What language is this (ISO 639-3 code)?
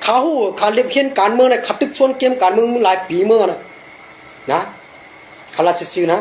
shn